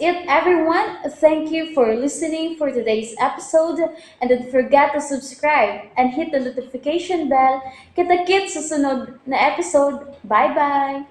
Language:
Cebuano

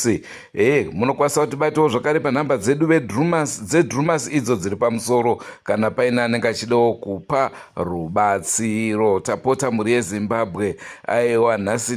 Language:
Shona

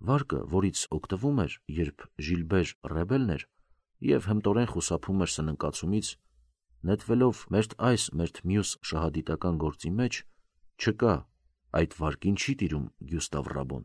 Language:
Armenian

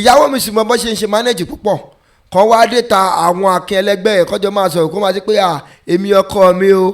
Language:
Yoruba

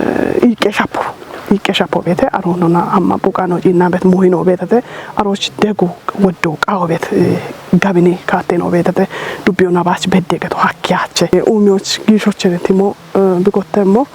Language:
Kafa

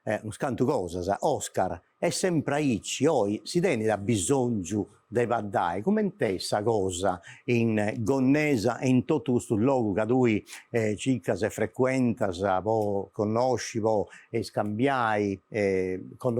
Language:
Sardinian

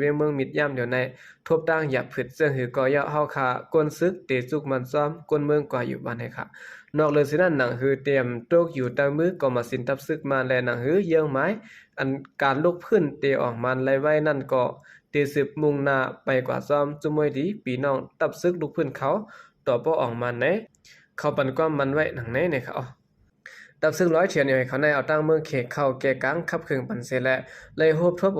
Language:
Shan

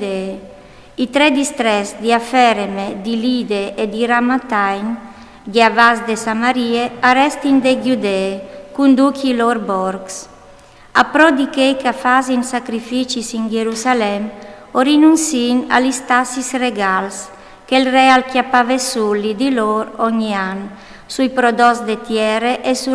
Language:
Friulian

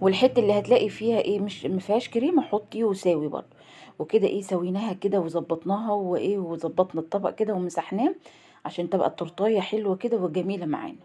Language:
Egyptian Arabic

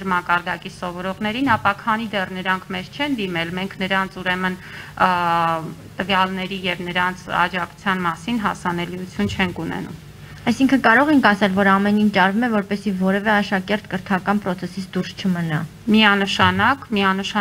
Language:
Armenian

